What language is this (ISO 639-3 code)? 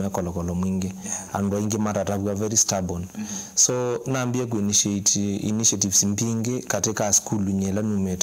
kam